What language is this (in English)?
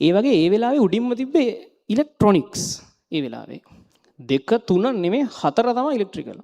Sinhala